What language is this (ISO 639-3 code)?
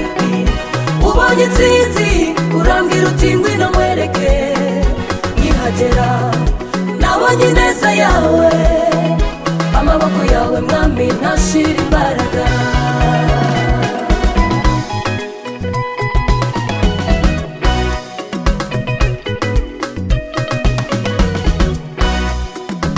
kin